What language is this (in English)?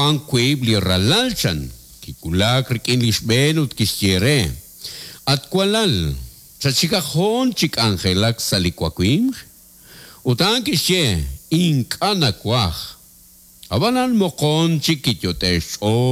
Kekchí